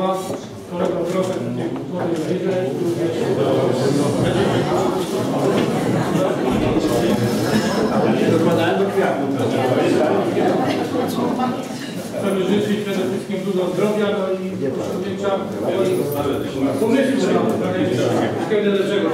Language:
Polish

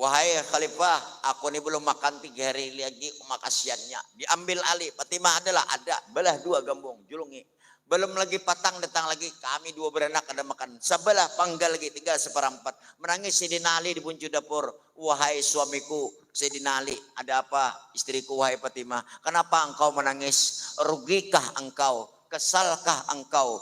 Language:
Banjar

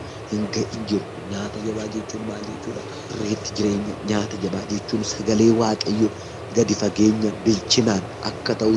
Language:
Oromo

